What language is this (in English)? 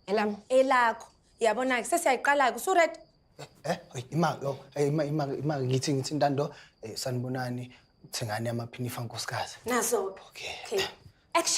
Zulu